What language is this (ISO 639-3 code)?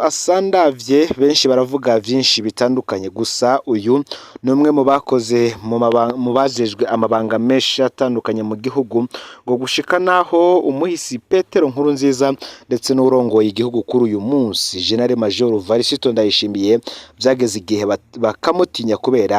run